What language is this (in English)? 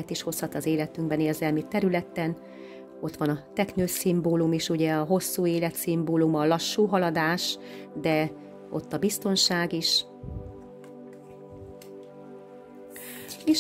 Hungarian